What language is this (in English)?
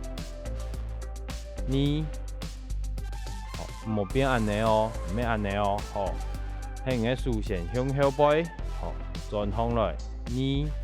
Hakka Chinese